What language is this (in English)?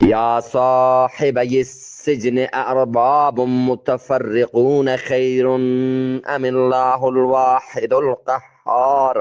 Eastern Balochi